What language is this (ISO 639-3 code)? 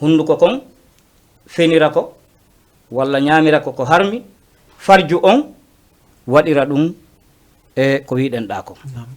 ful